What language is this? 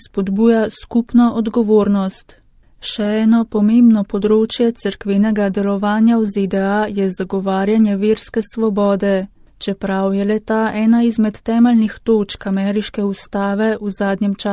Slovenian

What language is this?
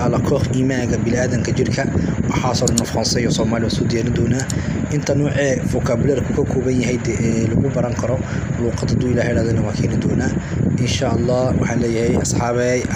Somali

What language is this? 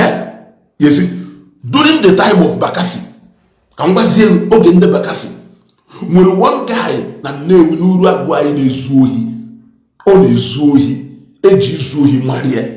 Igbo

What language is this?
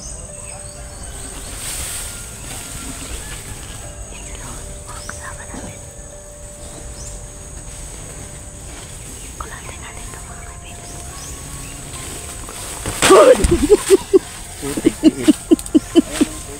Filipino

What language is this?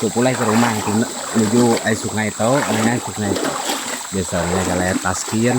Iban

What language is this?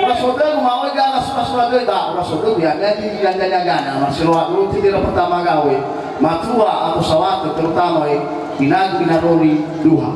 Nias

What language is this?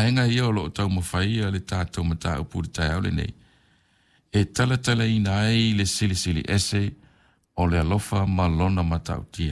Samoan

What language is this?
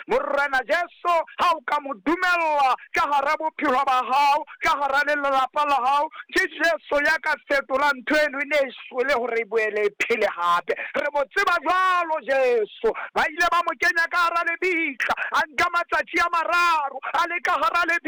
Southern Sotho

